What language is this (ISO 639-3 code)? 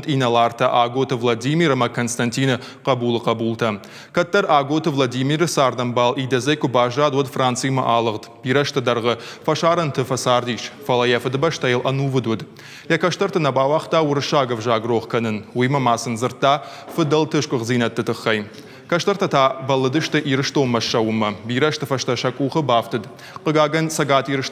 oss